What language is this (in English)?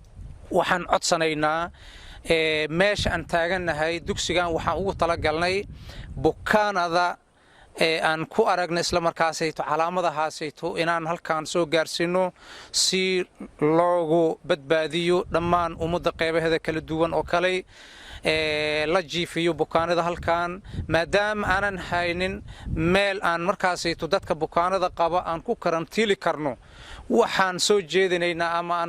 Somali